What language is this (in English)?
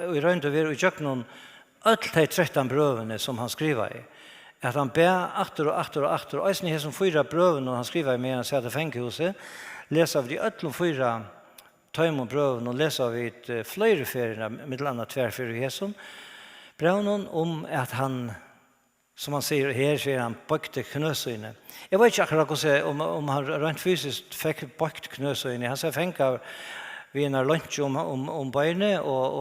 Faroese